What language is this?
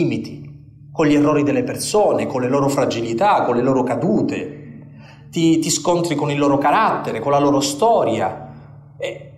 Italian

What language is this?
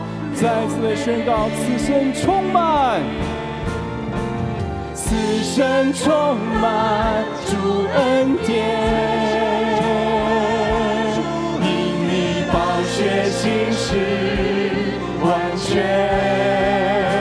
Chinese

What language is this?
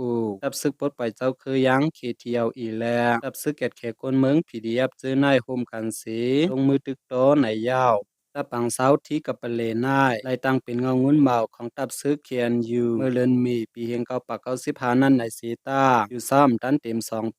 Shan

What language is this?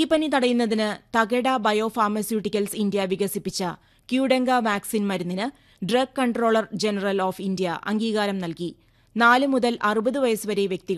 Malayalam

